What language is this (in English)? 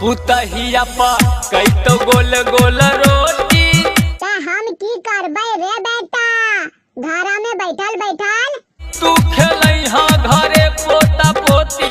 Maithili